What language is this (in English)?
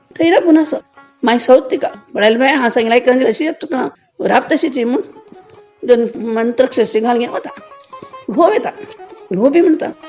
Konkani